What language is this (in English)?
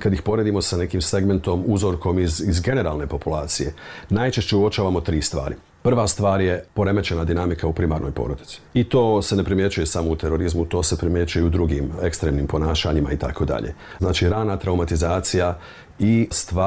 Bosnian